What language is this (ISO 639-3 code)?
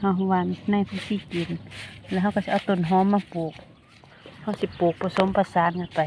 tts